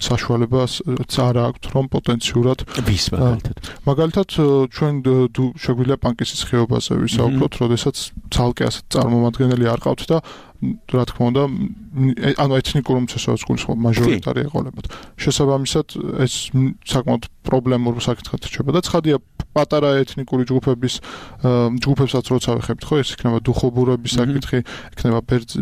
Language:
Georgian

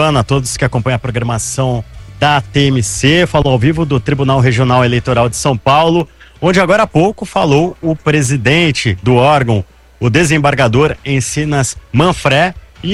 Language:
Portuguese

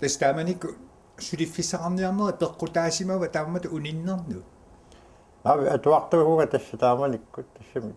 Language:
Kalaallisut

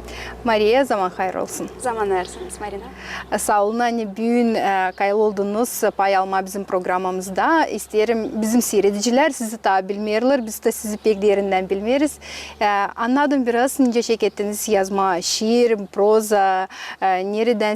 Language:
Gagauz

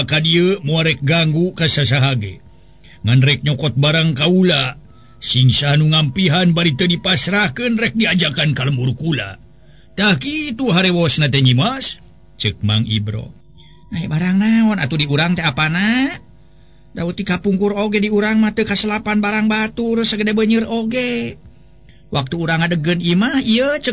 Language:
Sundanese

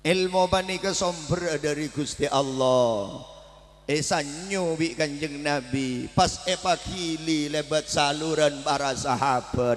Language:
Madurese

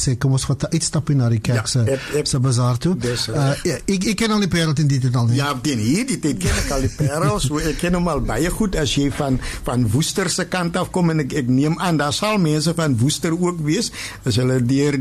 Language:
Afrikaans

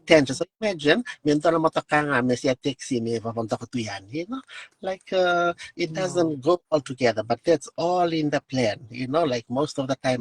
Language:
Fijian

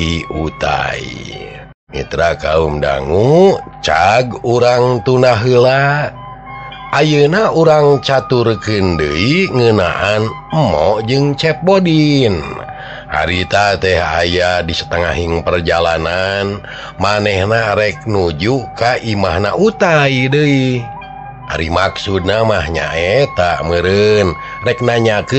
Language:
Sundanese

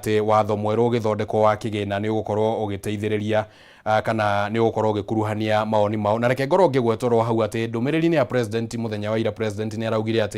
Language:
Kikuyu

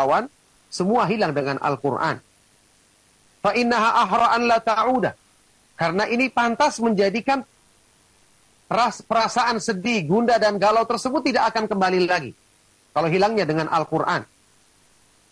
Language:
Indonesian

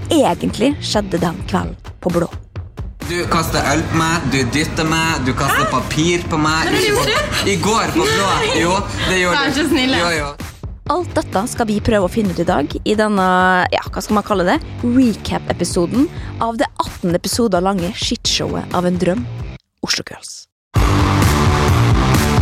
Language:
Norwegian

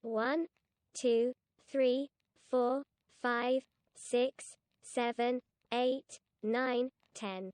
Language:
Welsh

